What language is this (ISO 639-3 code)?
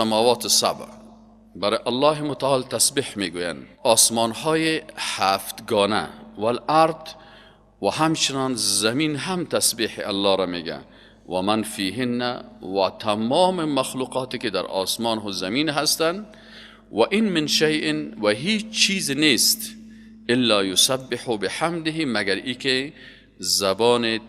fas